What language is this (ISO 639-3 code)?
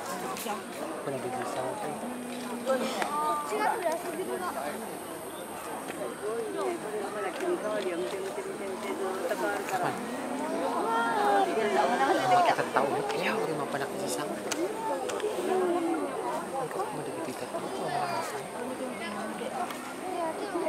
jpn